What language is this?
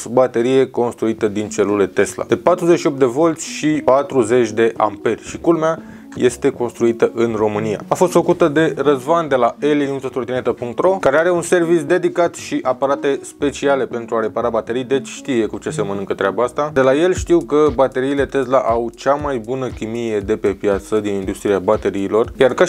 Romanian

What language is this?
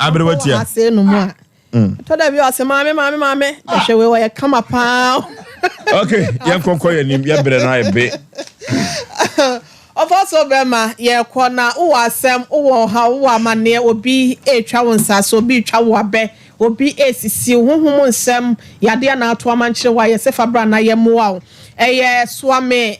Akan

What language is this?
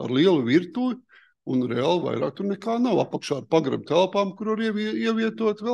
Latvian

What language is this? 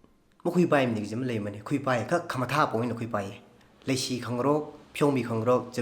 Tangkhul Naga (India)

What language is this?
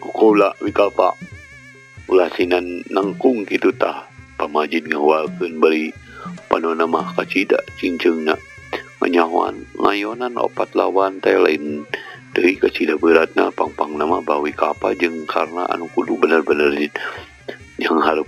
Sundanese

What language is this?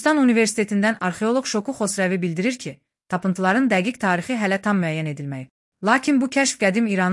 Azerbaijani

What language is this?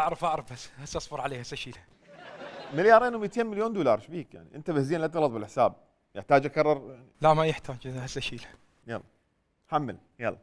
Mesopotamian Arabic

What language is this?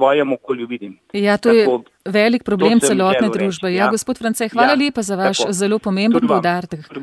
Slovenian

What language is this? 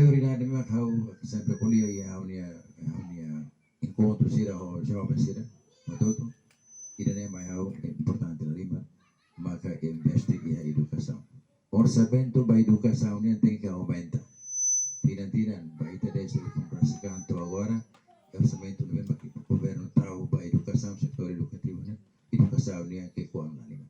Tetum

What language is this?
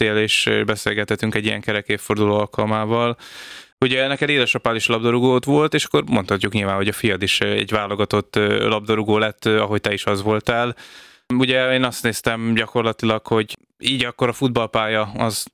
Hungarian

